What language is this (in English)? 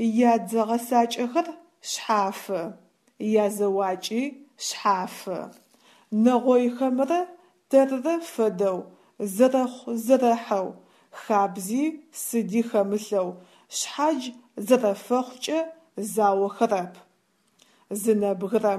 Adyghe